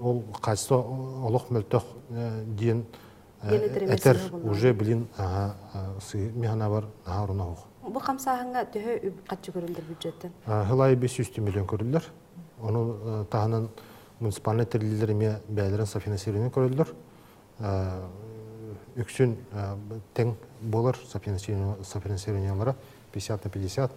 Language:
Yakut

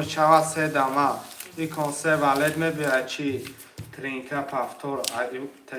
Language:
Tajik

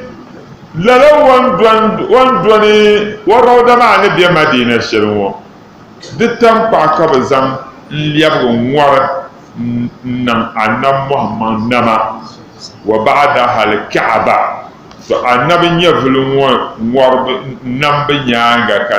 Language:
Dagbani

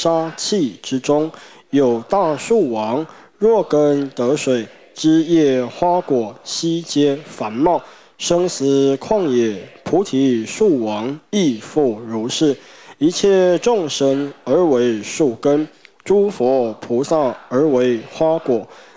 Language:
Chinese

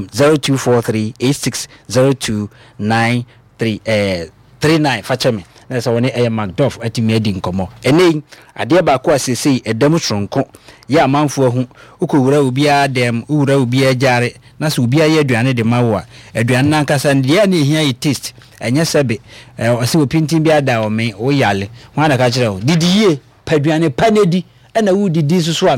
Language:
Akan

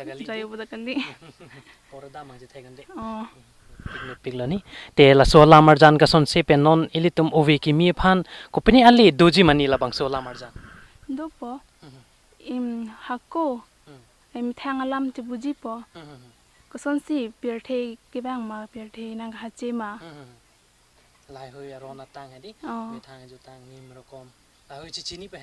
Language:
Karbi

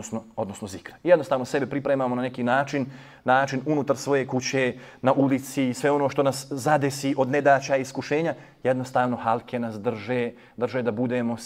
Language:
Bosnian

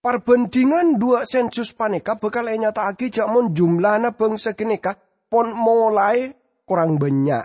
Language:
Madurese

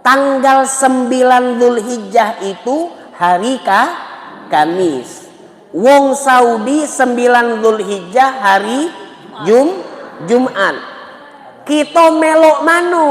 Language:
Musi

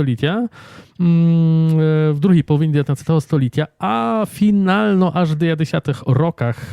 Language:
Rusyn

